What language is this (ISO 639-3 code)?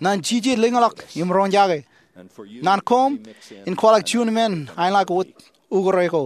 mah